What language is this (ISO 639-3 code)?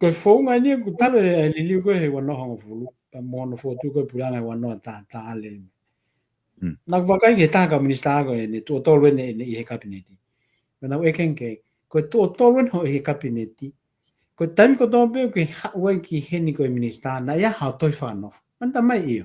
ton